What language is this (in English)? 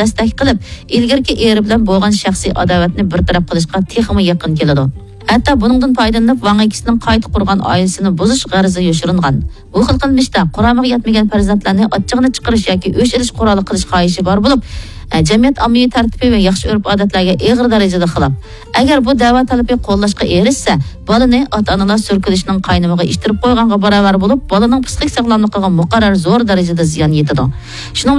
Uyghur